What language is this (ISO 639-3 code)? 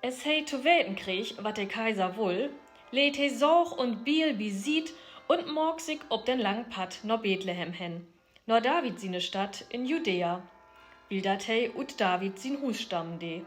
nds